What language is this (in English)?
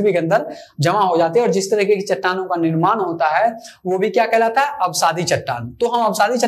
Hindi